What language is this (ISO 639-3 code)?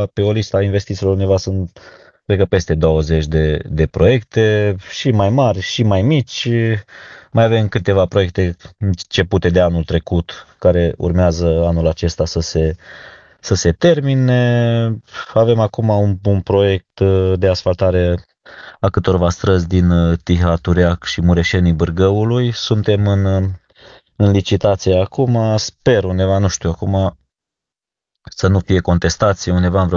ron